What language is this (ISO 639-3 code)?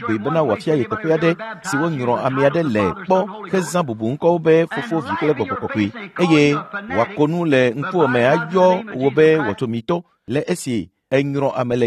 ewe